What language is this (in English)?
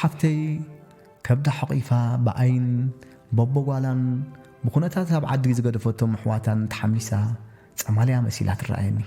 Tigrinya